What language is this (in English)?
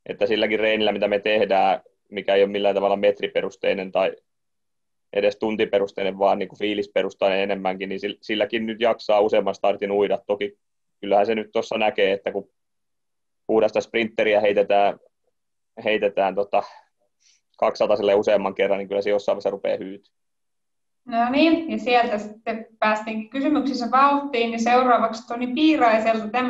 Finnish